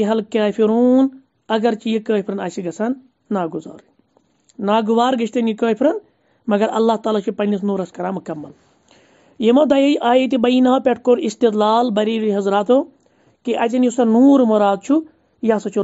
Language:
Kashmiri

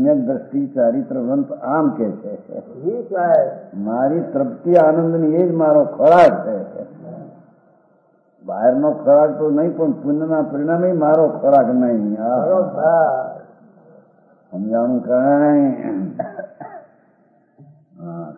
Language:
Gujarati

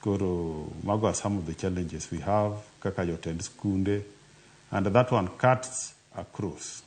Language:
Luo (Kenya and Tanzania)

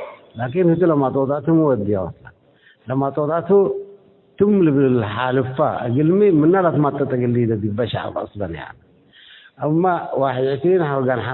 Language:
Tigre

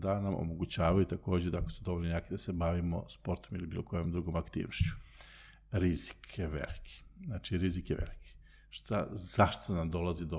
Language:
Serbian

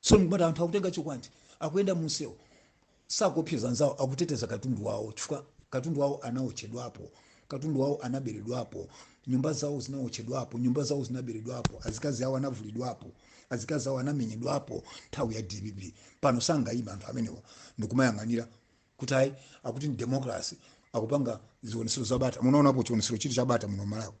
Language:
Nyanja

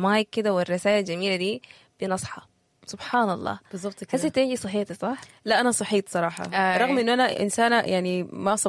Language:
Sudanese Arabic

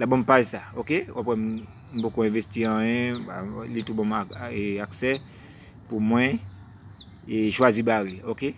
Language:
Haitian Creole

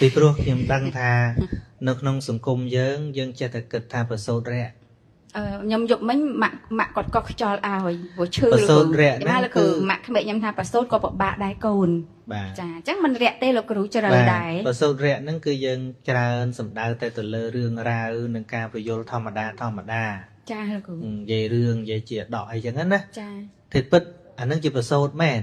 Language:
Khmer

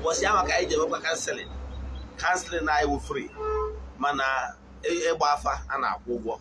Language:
Igbo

